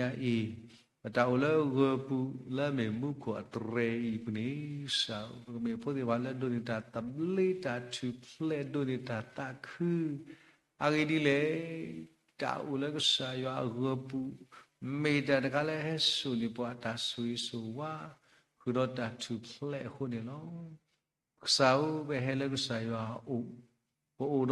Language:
S'gaw Karen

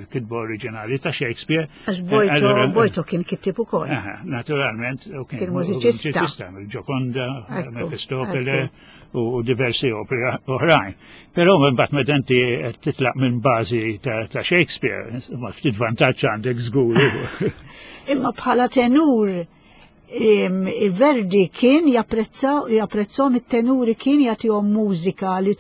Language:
Maltese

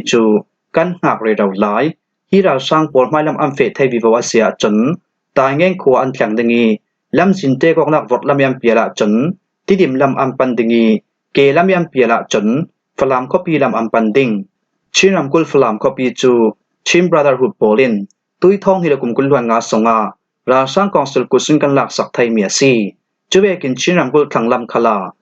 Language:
Falam Chin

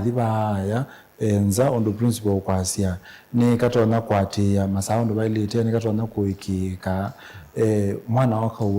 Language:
Kamba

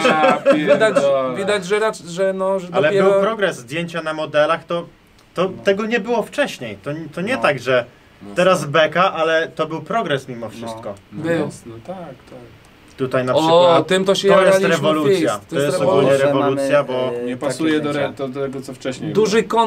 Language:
Polish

